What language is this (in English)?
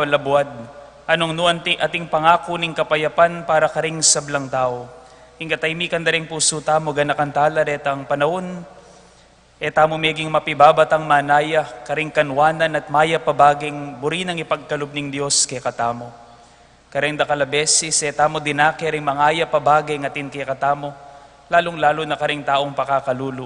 Pampanga